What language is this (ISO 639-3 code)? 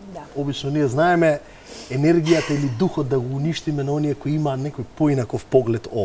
mkd